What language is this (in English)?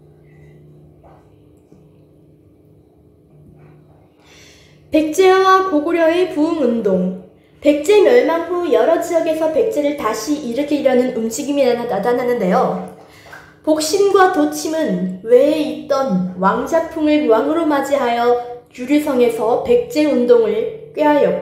Korean